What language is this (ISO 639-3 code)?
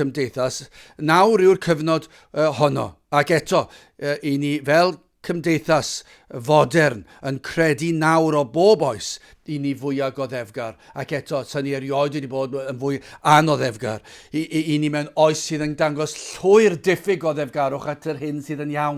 cym